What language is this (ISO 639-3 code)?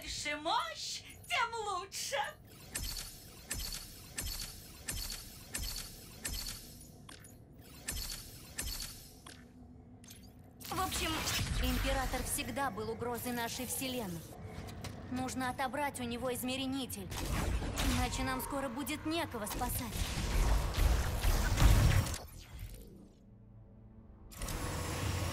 rus